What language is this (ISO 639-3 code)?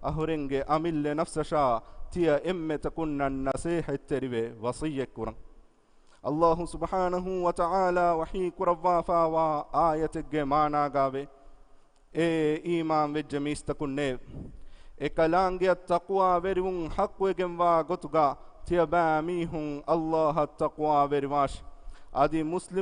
div